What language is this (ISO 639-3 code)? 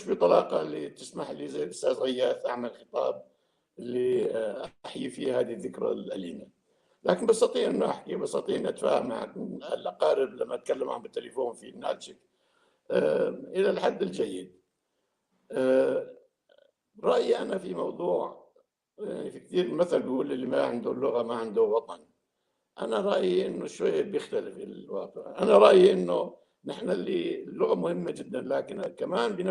apc